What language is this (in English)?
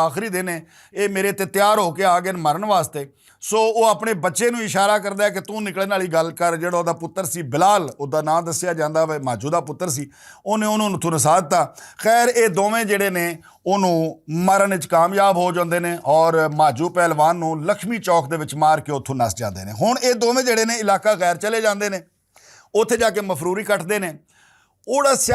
Western Panjabi